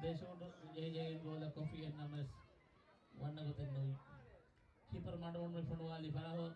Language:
Divehi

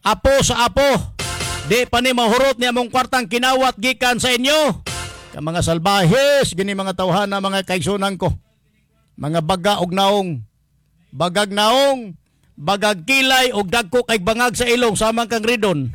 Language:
Cebuano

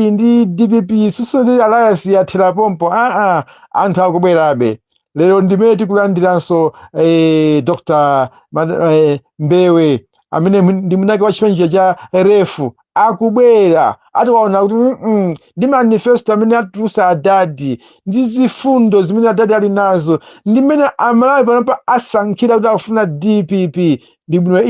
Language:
Nyanja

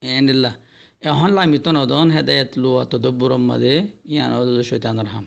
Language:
Rohingya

